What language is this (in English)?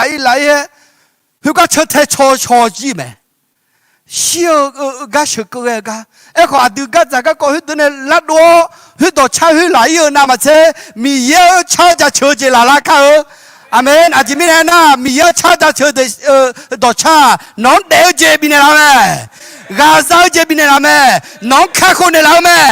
Akha